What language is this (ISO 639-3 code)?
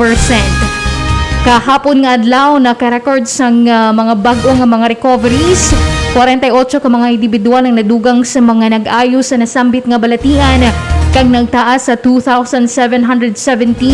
hil